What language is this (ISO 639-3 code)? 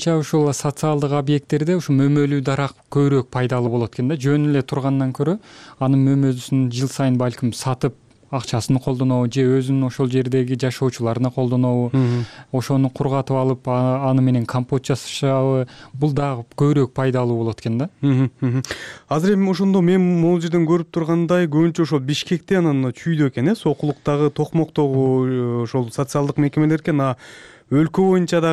kir